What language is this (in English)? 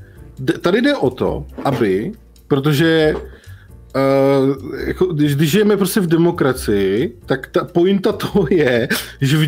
Czech